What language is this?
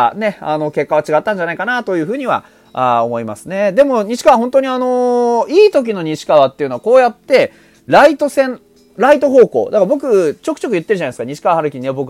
Japanese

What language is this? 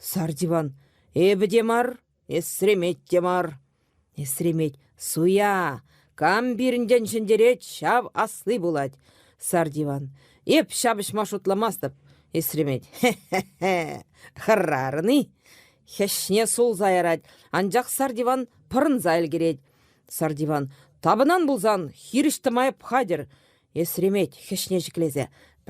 Chuvash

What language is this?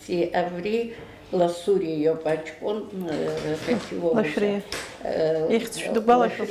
Abkhazian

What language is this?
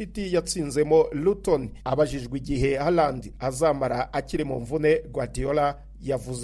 Rundi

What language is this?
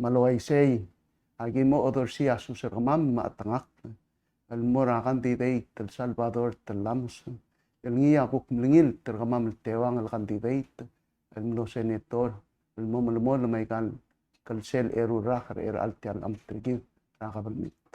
Palauan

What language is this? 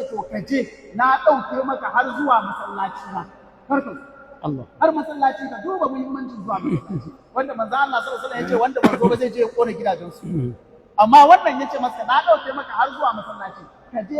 Hausa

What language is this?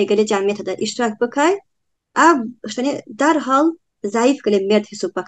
Talysh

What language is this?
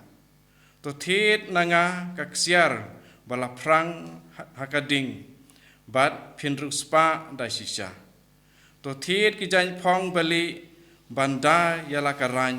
Khasi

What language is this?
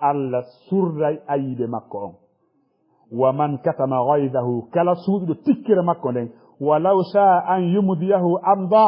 Fula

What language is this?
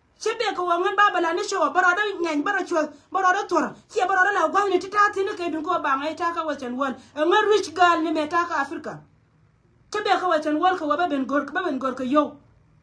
Nuer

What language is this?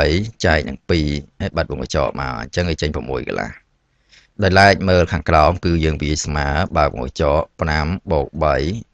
Khmer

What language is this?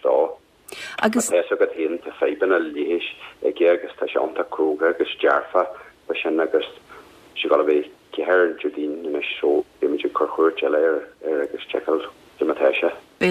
Irish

